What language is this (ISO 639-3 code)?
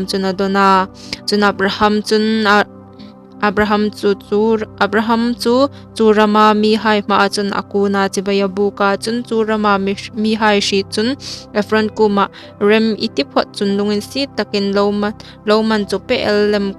hmr